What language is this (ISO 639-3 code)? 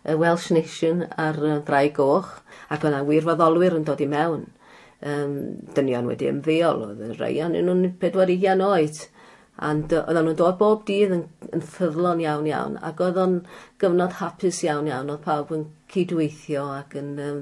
cym